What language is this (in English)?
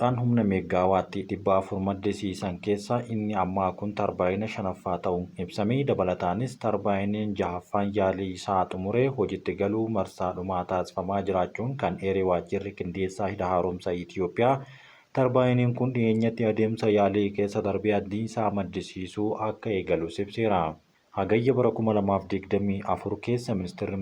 Oromo